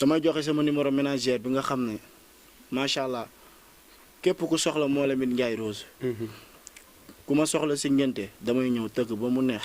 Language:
Wolof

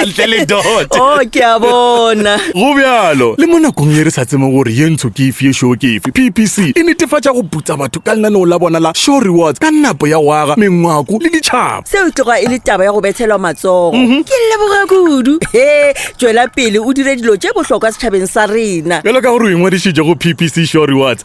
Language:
Northern Sotho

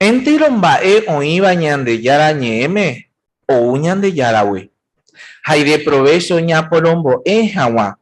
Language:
Guarani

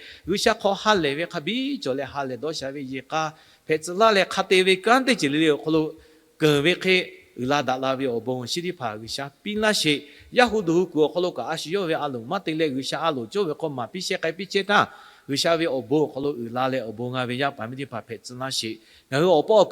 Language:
Lahu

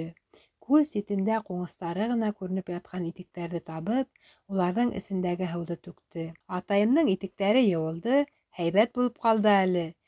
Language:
Bashkir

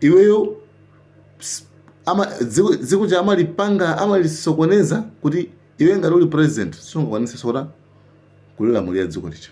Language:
Nyanja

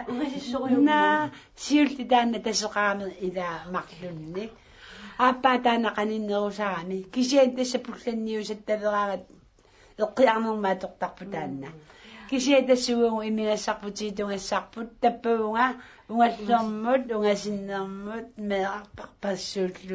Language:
Kalaallisut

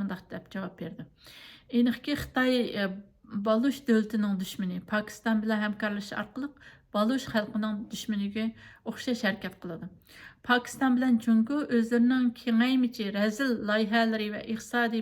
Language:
Uyghur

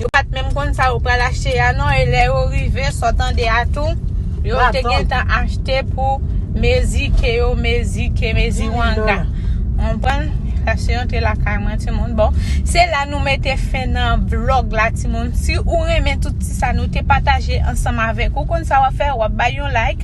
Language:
Haitian Creole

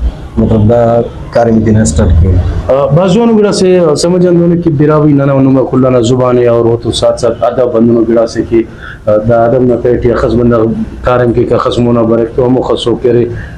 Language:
Brahui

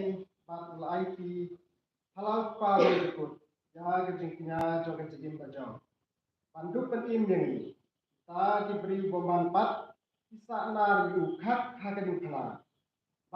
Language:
Khasi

